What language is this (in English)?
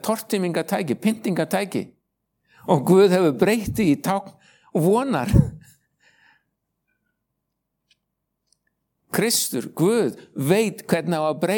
Icelandic